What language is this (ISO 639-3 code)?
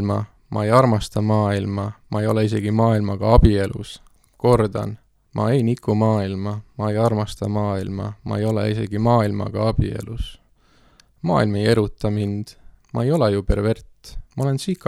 est